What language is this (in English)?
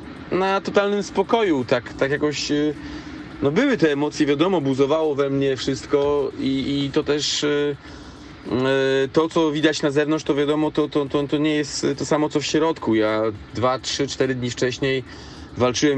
Polish